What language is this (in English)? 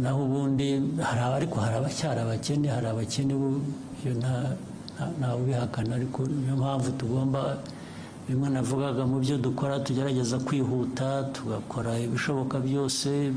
Kinyarwanda